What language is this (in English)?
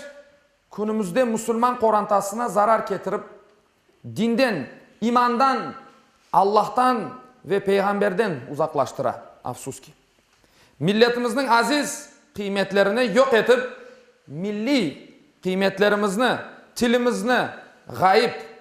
Crimean Tatar